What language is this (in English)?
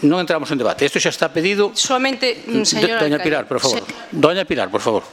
Galician